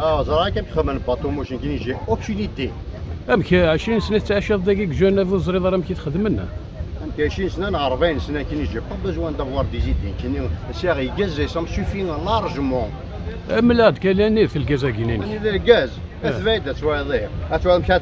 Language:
Kabyle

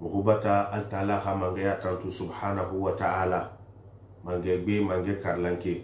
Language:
Susu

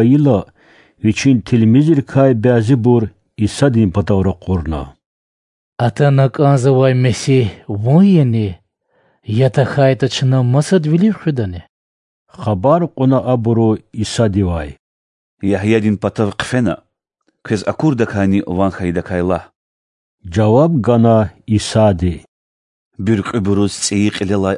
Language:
Lezghian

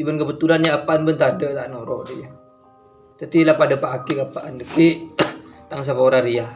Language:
Madurese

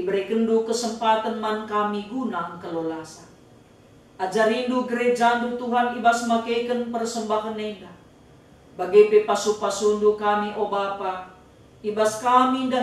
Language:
Batak Karo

